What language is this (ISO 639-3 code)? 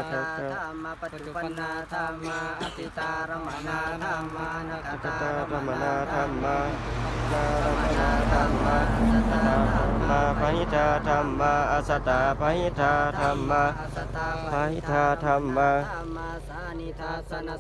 pli